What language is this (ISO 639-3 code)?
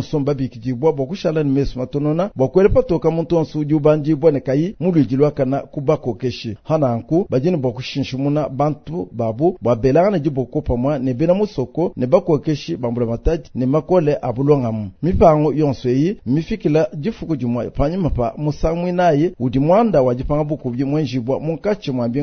lua